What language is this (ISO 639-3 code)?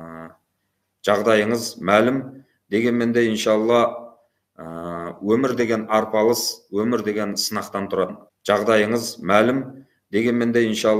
kaz